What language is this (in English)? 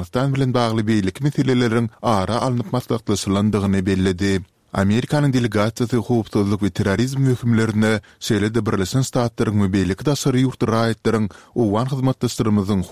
Turkmen